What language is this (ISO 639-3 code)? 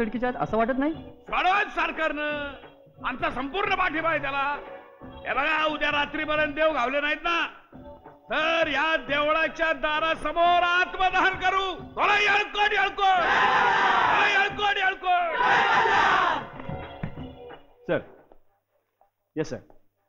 mar